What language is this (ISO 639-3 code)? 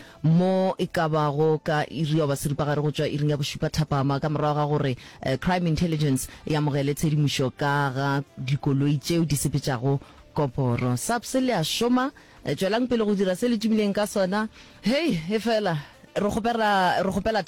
nso